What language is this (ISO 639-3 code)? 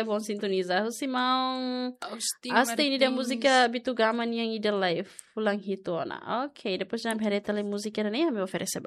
tet